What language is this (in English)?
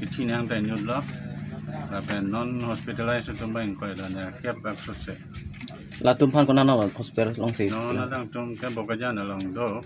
Karbi